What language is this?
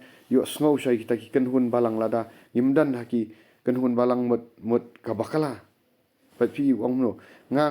Khasi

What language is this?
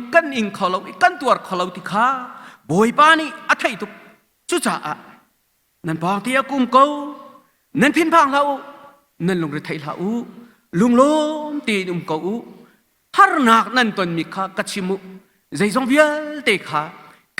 Hakha Chin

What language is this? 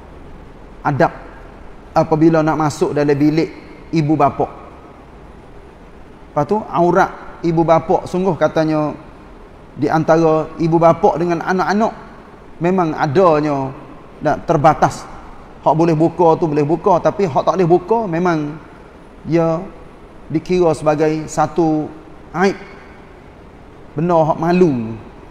Malay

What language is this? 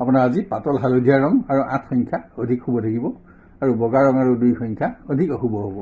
Assamese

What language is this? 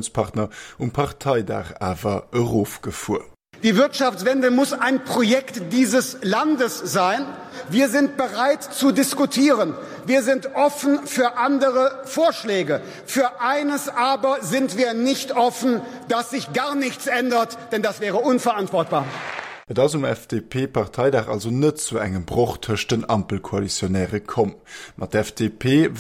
Luxembourgish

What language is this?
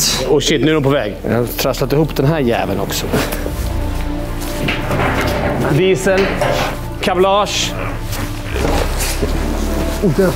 Swedish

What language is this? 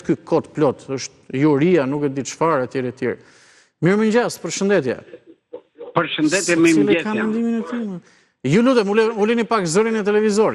Albanian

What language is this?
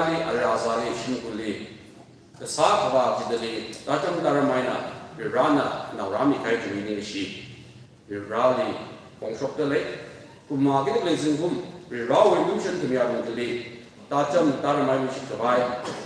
Tangkhul Naga (India)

